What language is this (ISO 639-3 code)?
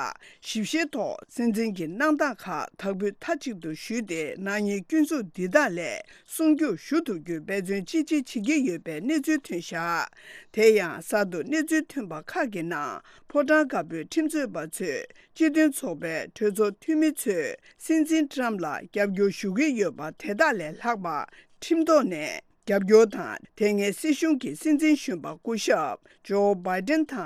bod